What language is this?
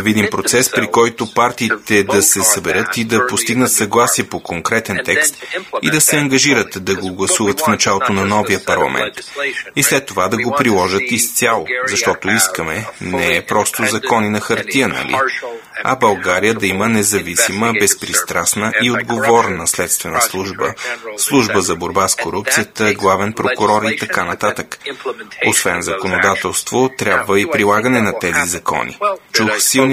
Bulgarian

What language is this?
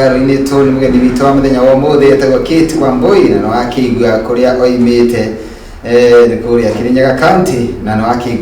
Kikuyu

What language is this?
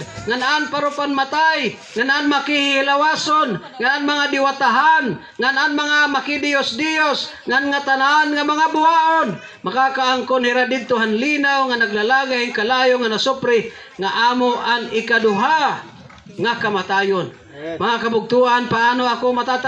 Waray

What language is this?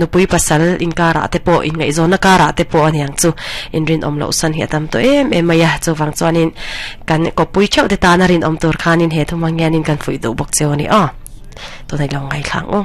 Mizo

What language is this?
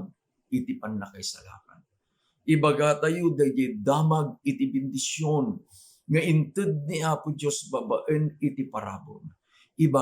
Iloko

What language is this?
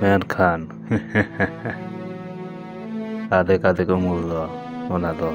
Santali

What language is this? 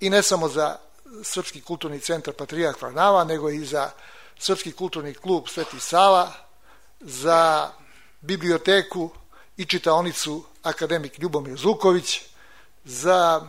Serbian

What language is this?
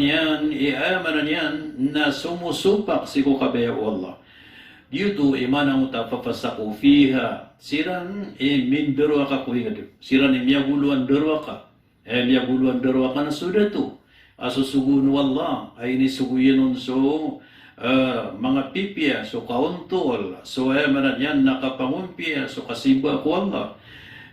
Maranao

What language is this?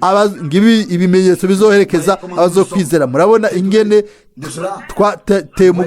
Rundi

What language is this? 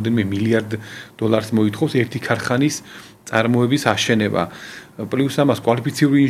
Georgian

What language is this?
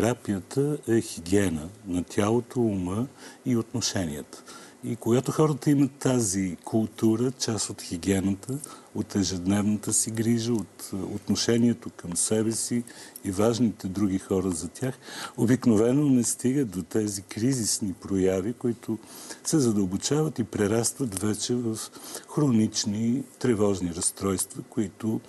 Bulgarian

